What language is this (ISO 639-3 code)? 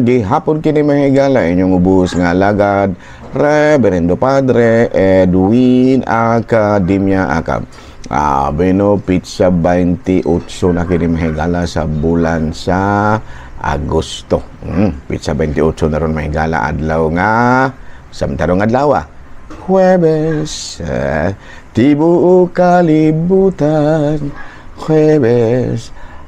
ceb